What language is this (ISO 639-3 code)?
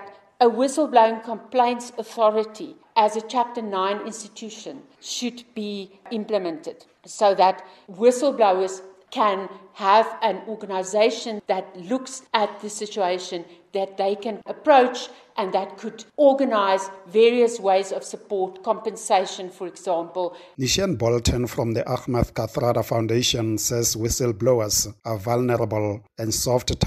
eng